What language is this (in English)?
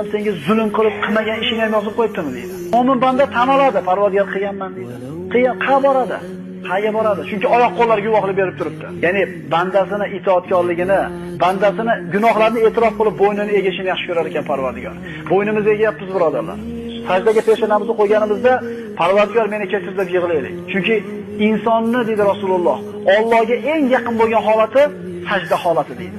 Uzbek